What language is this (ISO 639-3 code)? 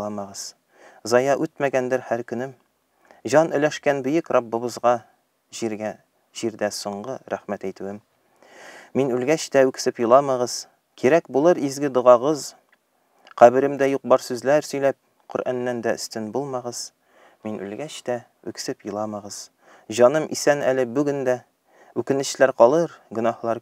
tat